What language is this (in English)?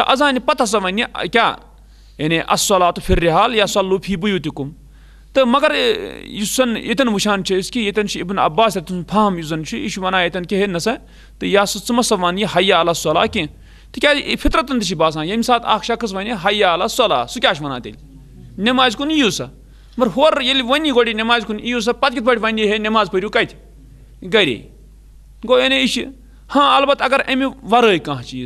Kashmiri